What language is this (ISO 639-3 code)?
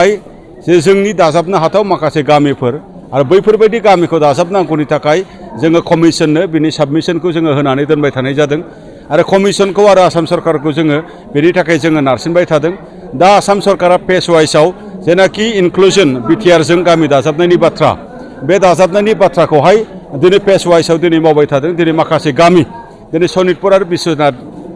brx